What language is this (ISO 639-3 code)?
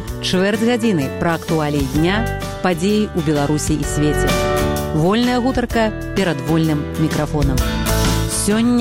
bel